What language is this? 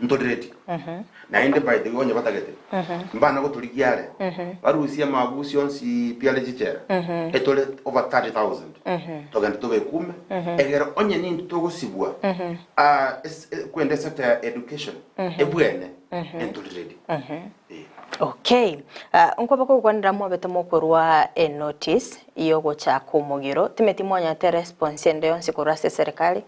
Gusii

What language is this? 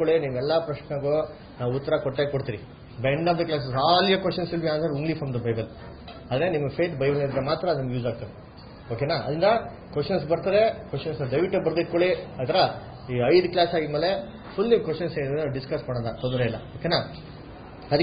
Kannada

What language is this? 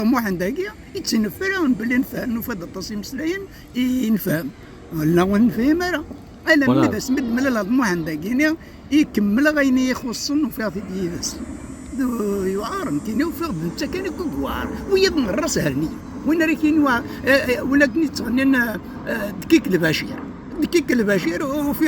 Kabyle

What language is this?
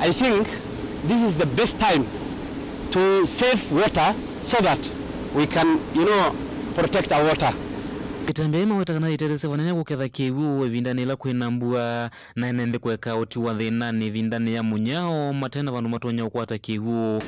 Kamba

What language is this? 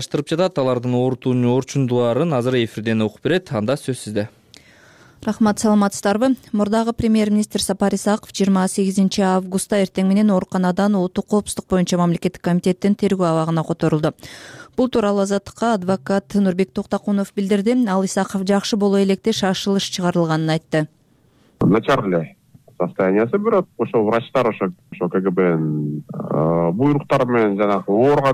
Kyrgyz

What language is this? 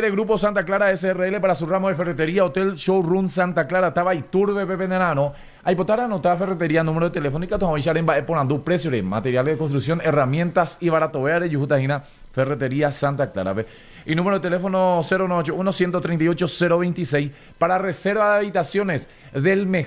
Guarani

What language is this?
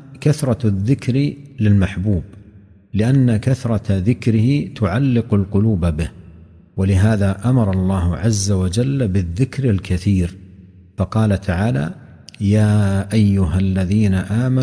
Arabic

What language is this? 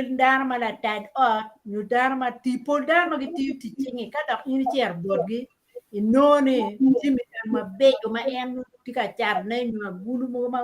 Acoli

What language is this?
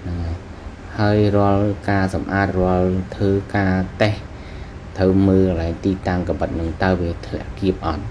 Khmer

